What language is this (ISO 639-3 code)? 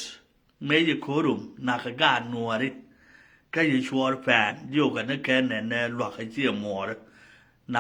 nus